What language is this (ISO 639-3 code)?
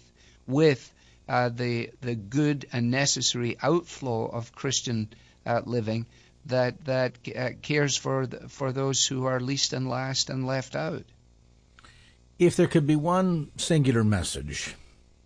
eng